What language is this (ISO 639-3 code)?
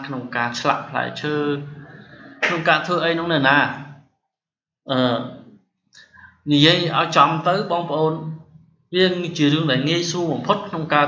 khm